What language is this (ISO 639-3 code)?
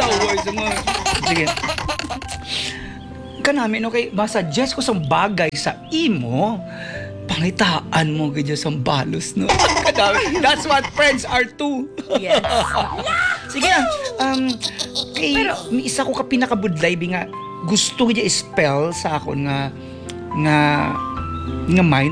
hil